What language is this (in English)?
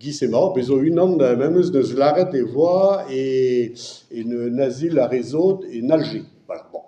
Breton